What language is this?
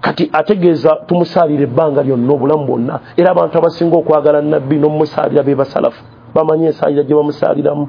Ganda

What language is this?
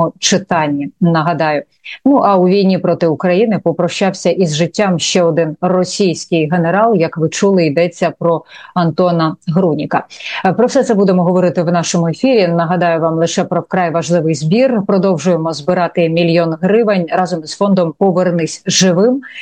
Ukrainian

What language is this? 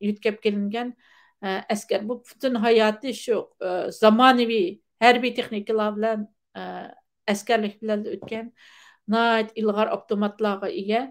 Uyghur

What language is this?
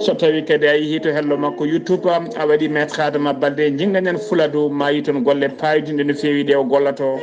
Fula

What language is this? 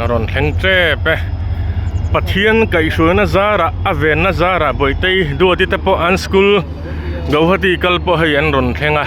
Mizo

